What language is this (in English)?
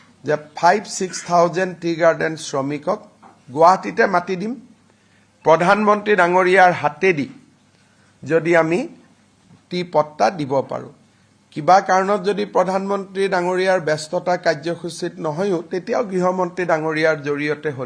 Assamese